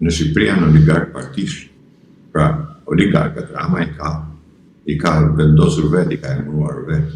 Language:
Albanian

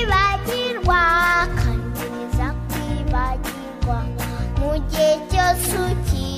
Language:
Kinyarwanda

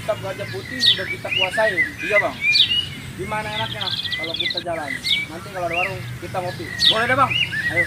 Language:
Betawi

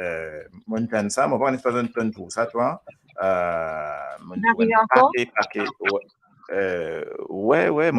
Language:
Morisyen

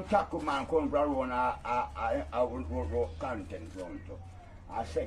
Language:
Jamaican Creole English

